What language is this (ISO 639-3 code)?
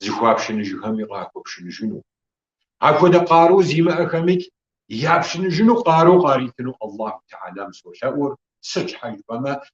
kbd